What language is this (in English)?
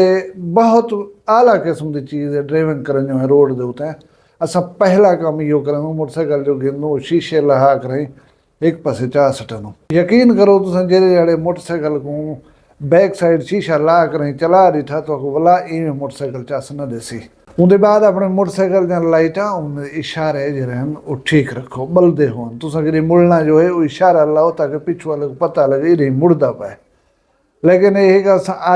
Saraiki